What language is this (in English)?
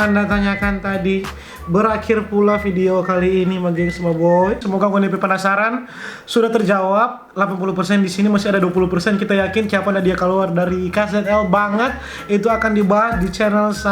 Manado Malay